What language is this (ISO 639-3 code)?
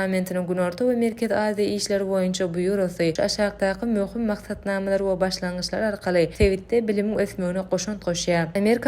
tuk